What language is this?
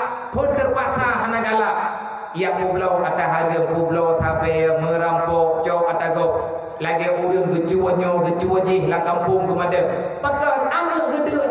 Achinese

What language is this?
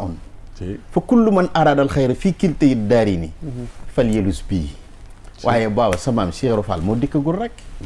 Wolof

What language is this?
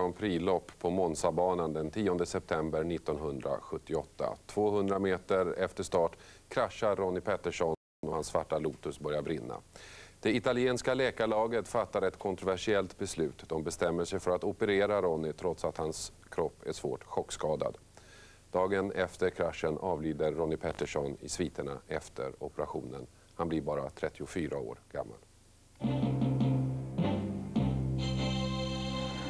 Swedish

